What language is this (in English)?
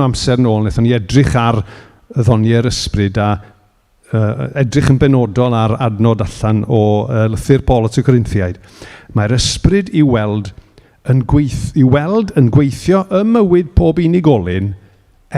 Welsh